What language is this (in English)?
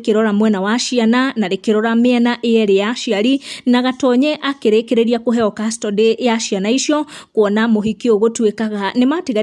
Kikuyu